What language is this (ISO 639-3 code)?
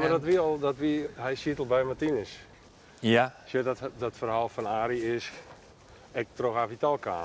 fry